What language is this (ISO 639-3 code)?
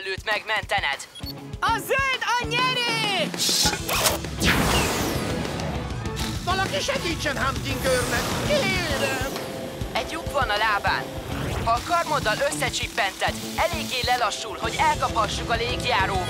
hun